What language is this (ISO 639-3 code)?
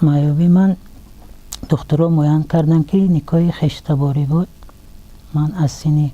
tgk